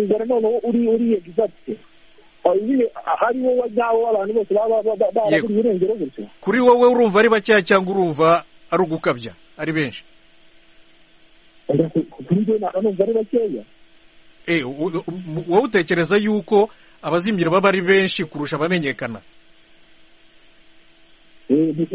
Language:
Kinyarwanda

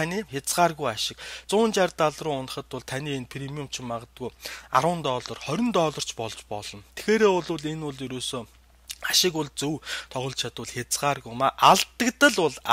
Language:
Mongolian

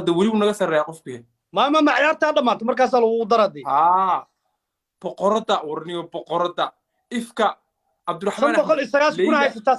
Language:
Somali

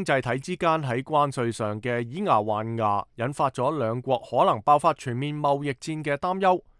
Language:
Cantonese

